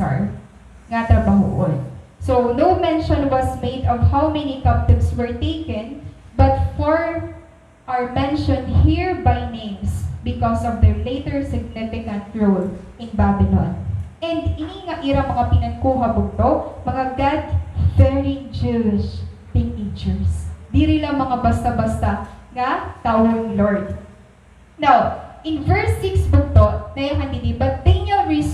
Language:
Waray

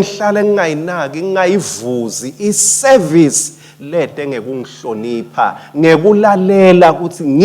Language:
Swati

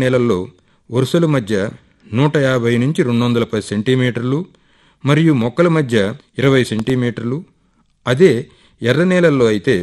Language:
Telugu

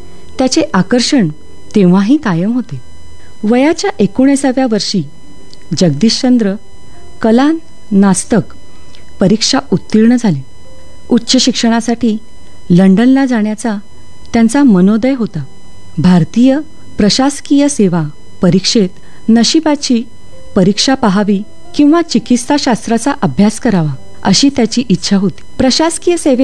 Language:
Marathi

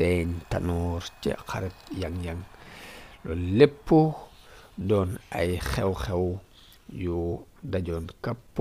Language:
Wolof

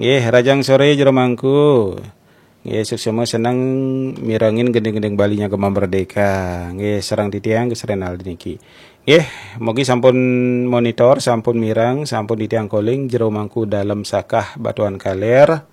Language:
Balinese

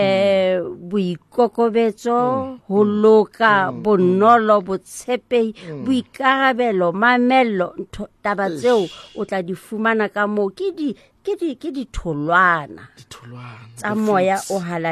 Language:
Southern Sotho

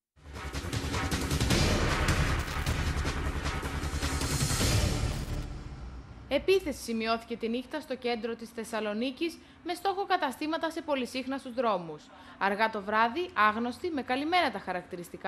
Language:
Greek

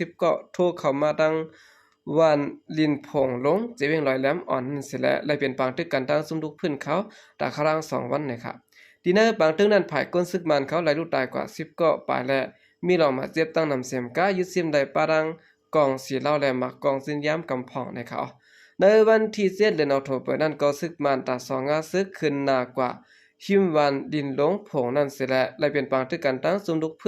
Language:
Shan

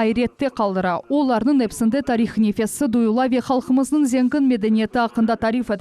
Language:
Crimean Tatar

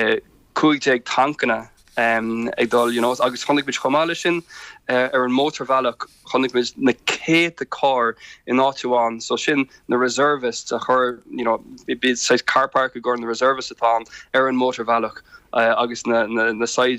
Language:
Irish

